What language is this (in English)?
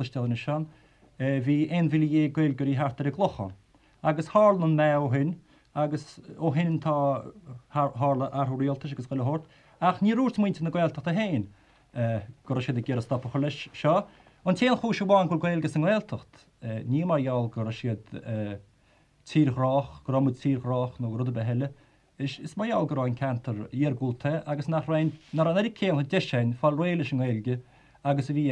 Irish